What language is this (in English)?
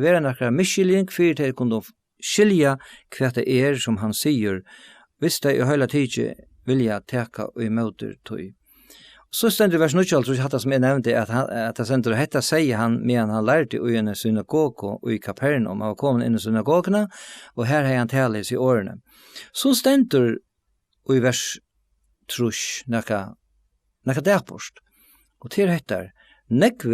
Faroese